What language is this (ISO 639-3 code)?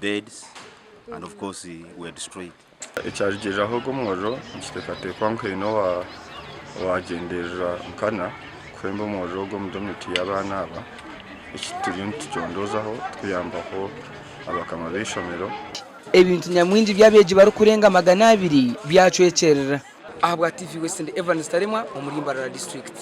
nyn